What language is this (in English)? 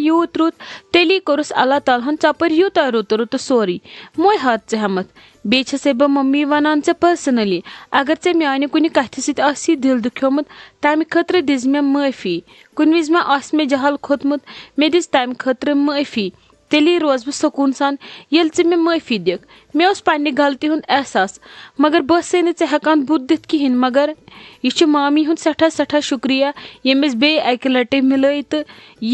Kashmiri